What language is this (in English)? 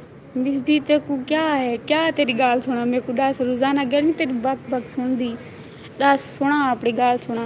Saraiki